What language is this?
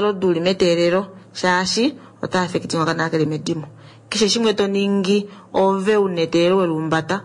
Kuanyama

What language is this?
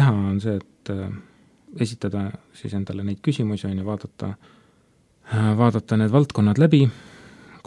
Estonian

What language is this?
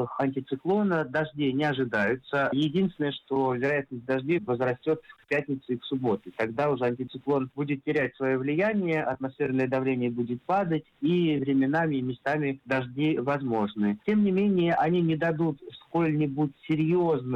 Russian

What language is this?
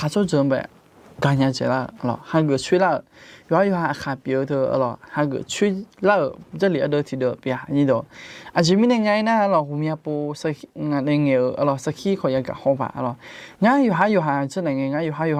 Akha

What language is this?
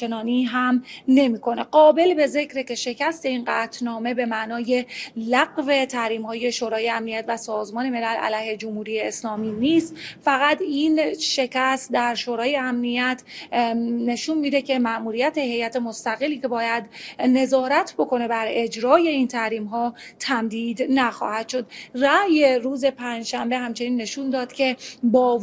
Persian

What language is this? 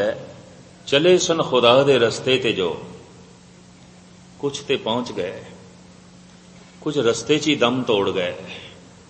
Punjabi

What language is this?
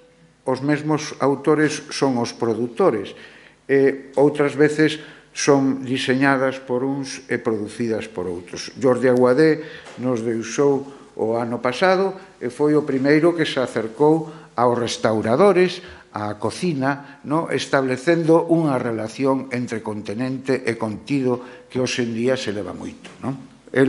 Galician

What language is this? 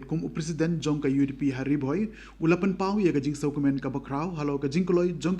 Khasi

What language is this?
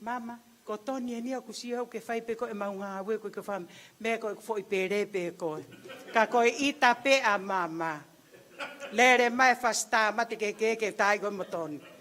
Tongan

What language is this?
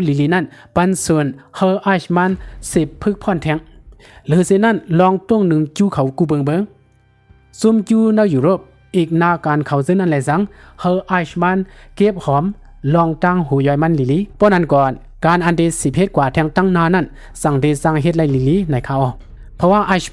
Shan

